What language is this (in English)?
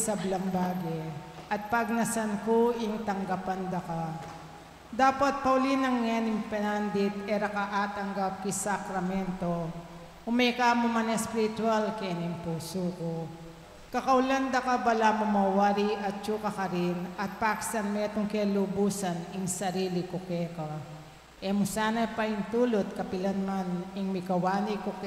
Pampanga